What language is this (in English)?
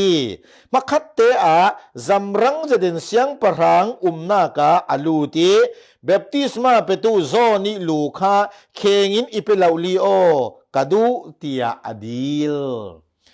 Falam Chin